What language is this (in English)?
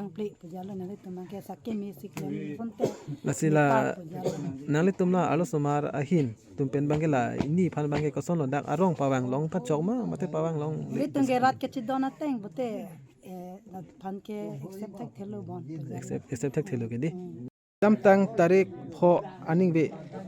Karbi